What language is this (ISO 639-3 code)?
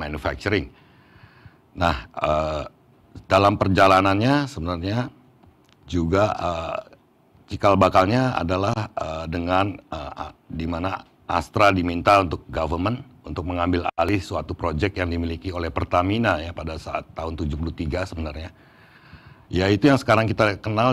ind